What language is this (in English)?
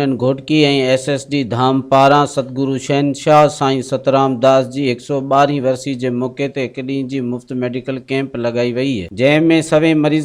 Sindhi